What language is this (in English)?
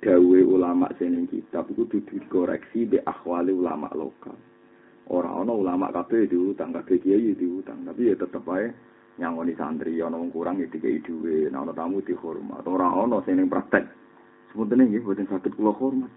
Javanese